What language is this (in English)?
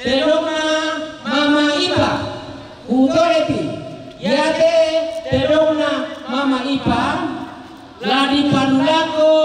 Toraja-Sa'dan